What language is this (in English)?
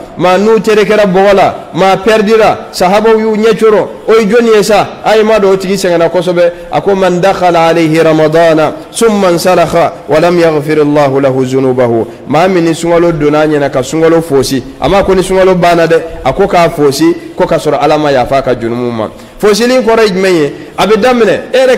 Bambara